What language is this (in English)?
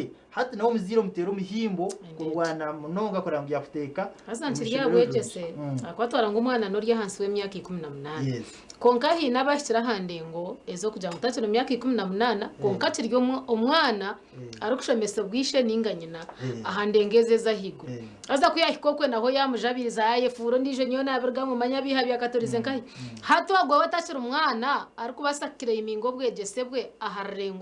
Nyankole